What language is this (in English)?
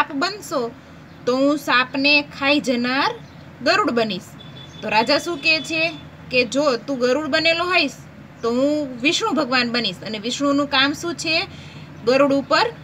Gujarati